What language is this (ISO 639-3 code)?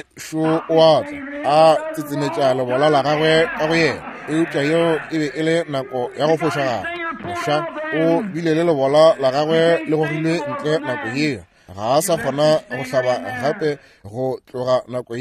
nso